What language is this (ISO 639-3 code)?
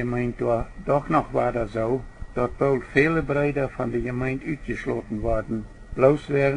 pdt